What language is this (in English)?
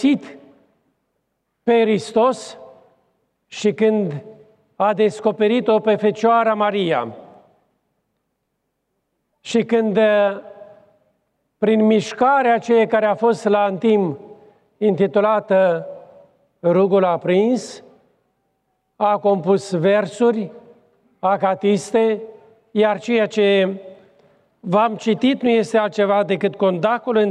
Romanian